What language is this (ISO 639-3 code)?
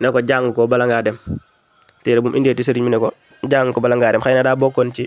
wol